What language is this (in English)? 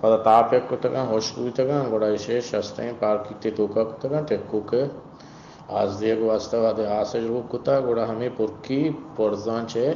Eastern Balochi